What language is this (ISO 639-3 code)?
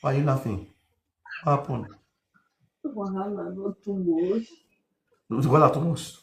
pcm